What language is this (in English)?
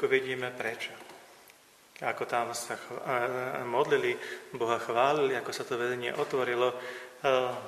Slovak